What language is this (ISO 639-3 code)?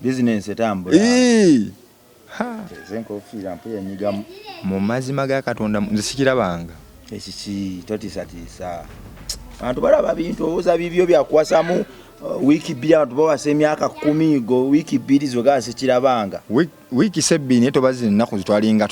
lug